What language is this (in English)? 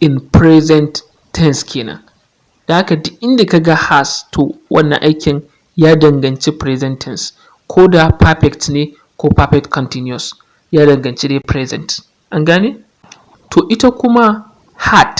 Hausa